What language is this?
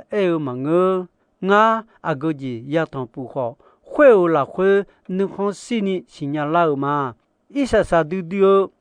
Akha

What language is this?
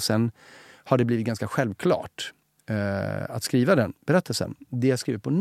Swedish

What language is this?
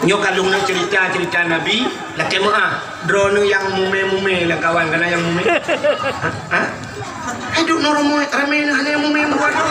Achinese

